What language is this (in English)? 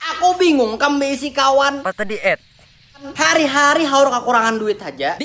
Banjar